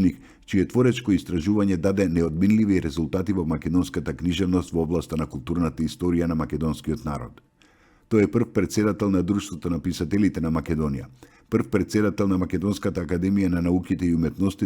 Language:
Macedonian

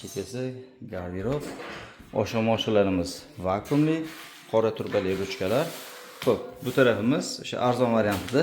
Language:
Uzbek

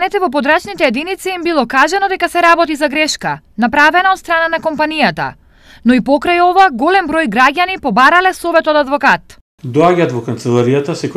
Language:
Macedonian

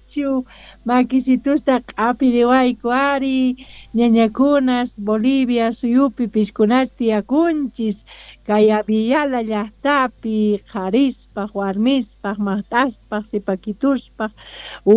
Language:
Quechua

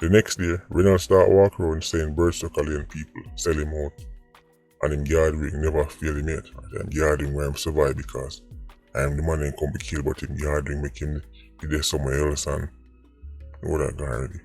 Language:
Jamaican Creole English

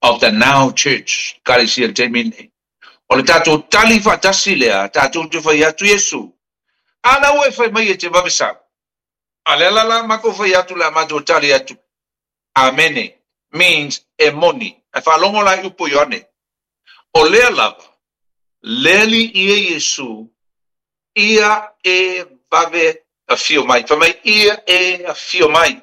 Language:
Samoan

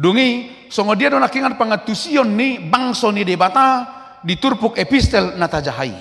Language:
Batak Toba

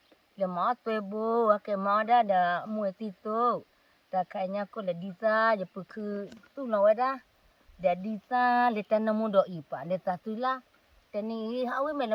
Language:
S'gaw Karen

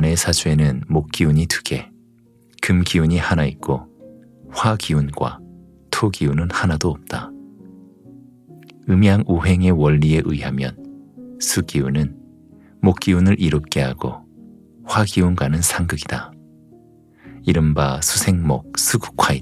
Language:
Korean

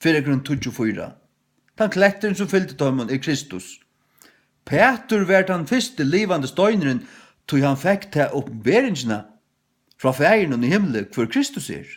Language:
Faroese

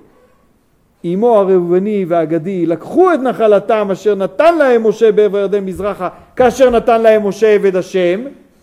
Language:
Hebrew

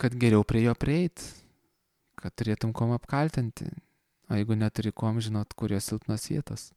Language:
Lithuanian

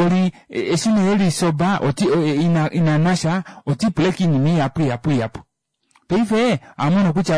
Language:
Kuanyama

